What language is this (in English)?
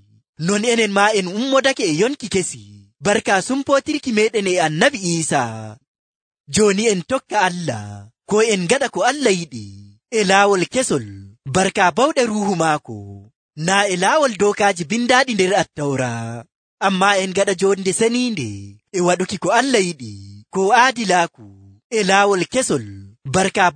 Nigerian Fulfulde